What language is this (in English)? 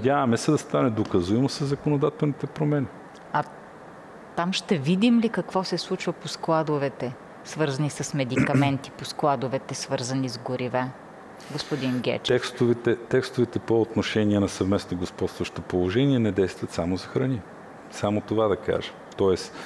Bulgarian